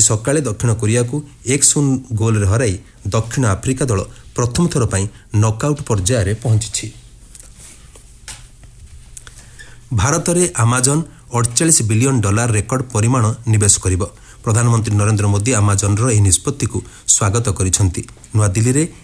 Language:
Odia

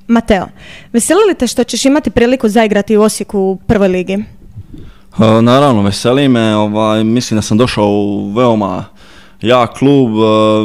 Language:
Croatian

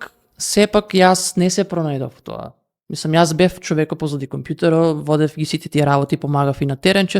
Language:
Macedonian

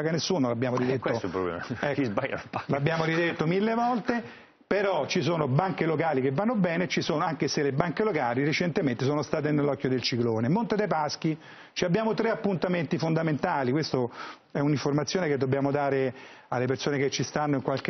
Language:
Italian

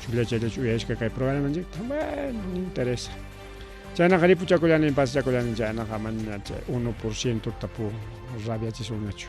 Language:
Ayacucho Quechua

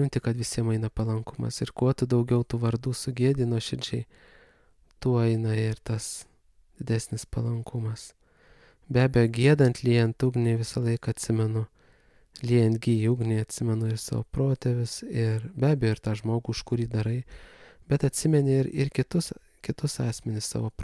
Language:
Lithuanian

